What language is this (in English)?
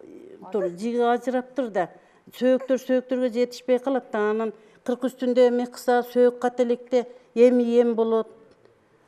Kyrgyz